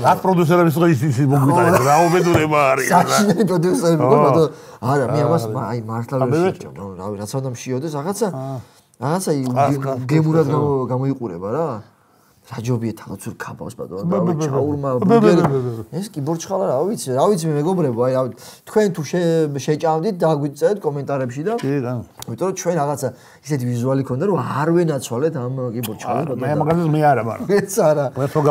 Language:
Georgian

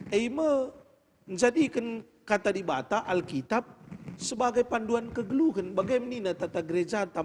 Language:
Batak Karo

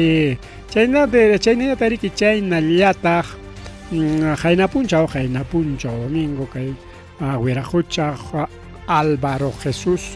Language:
Ayacucho Quechua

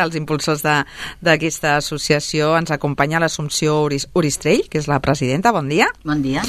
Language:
Catalan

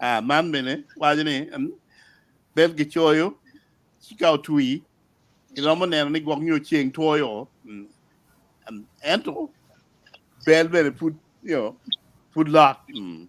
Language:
Acoli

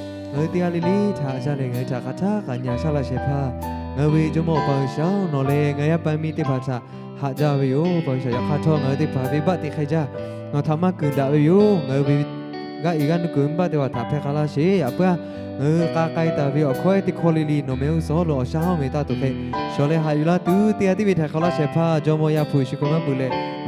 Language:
Lahu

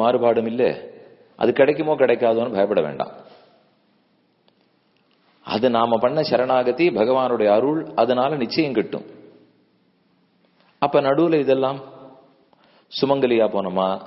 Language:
Tamil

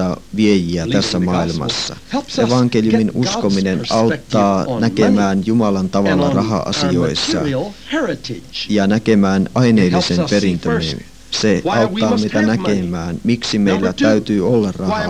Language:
Finnish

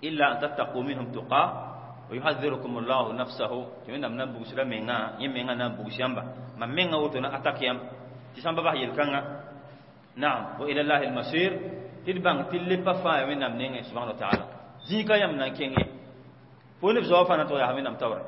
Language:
Mossi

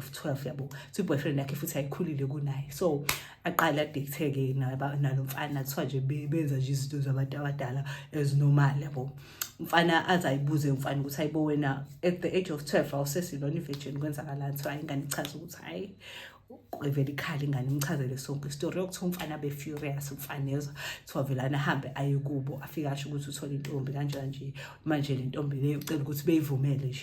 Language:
Zulu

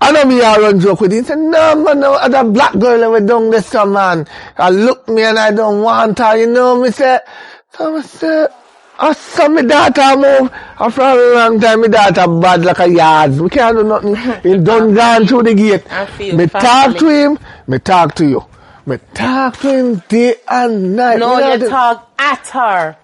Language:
Jamaican Creole English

